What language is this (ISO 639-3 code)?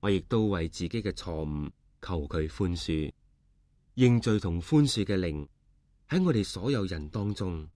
yue